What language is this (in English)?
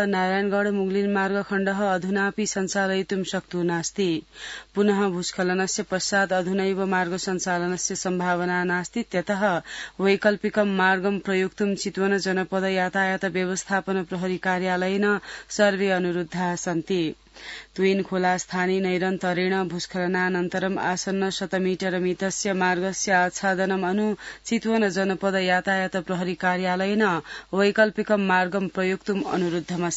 Sanskrit